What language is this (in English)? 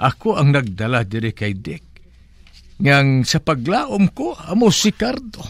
Hiligaynon